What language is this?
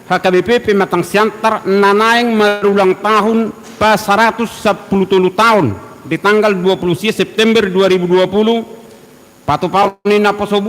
Batak Toba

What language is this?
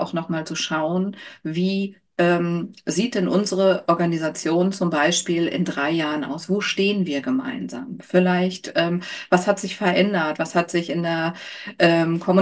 German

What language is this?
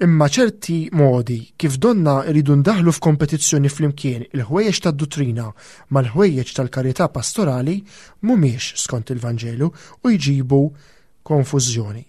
Maltese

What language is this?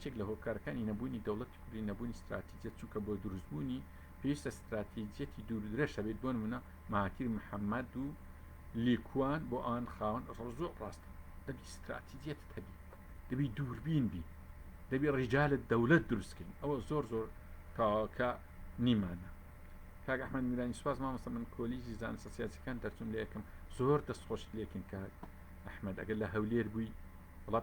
Central Kurdish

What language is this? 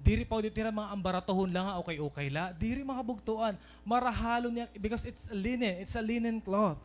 Waray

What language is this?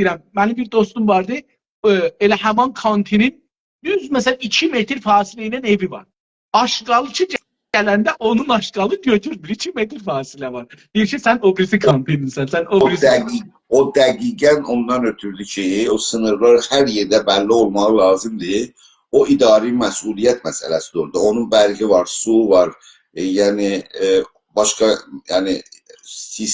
South Azerbaijani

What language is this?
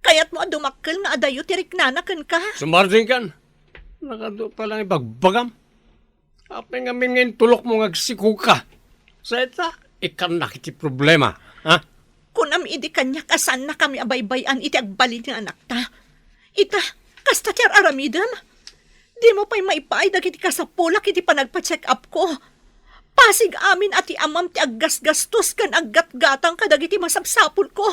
Iloko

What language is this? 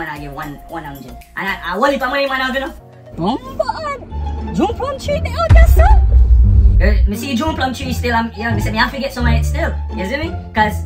Jamaican Creole English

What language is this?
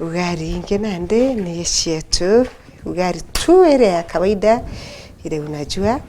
Meru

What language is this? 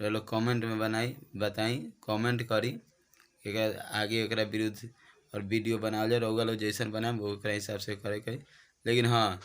Bhojpuri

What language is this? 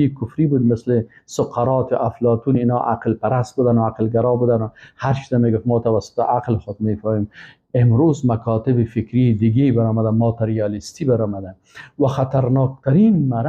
Persian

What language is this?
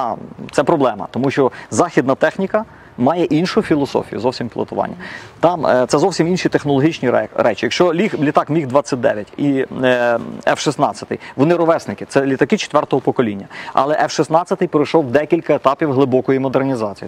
Ukrainian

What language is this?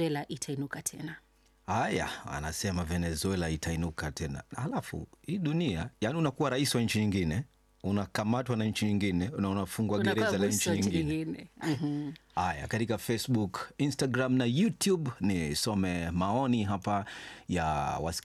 Swahili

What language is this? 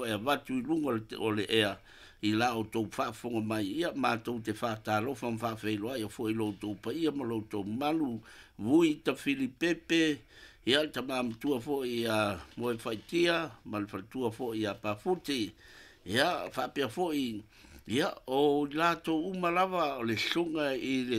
Samoan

